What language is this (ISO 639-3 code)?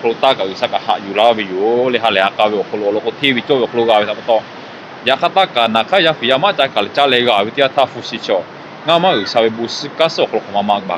lhu